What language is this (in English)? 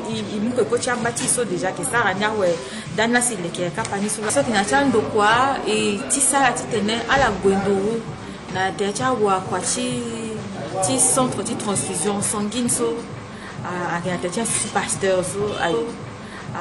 Sango